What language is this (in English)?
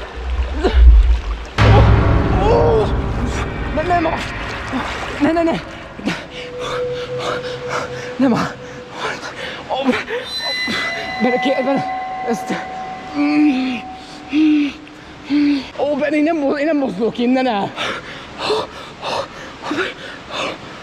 Hungarian